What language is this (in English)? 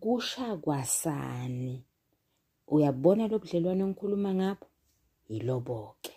Zulu